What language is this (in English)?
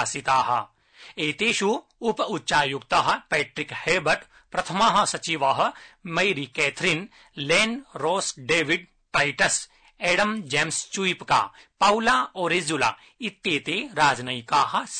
Sanskrit